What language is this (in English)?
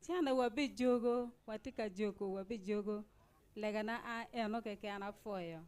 Acoli